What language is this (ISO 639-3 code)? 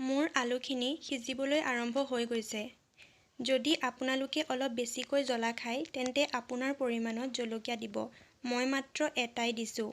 asm